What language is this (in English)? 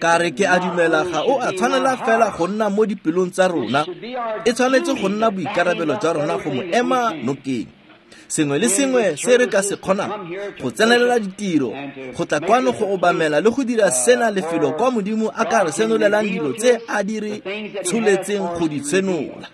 Tswana